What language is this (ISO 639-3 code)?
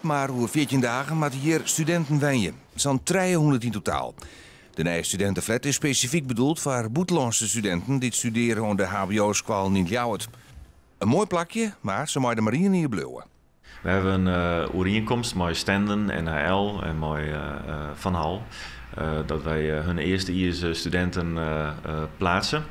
fry